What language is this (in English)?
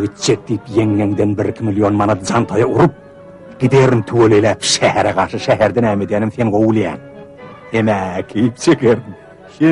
Turkmen